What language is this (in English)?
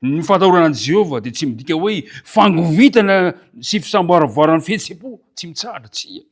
Malagasy